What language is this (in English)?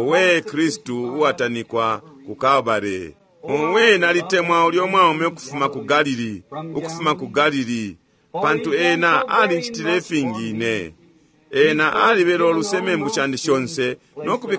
Bemba